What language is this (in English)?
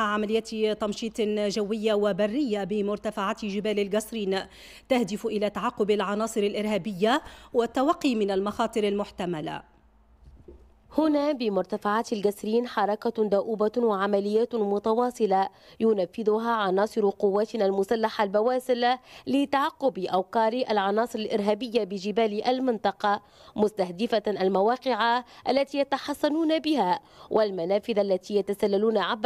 Tunisian Arabic